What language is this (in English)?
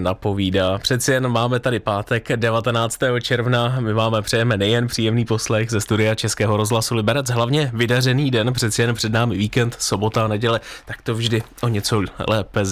Czech